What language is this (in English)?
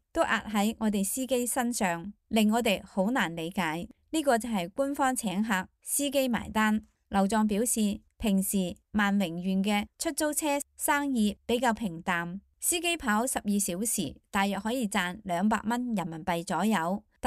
Cantonese